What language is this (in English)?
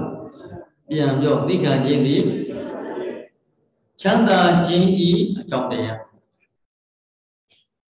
Burmese